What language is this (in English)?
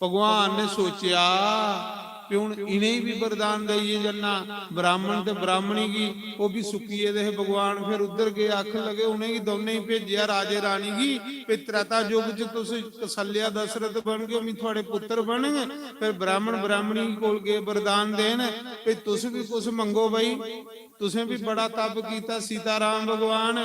Dogri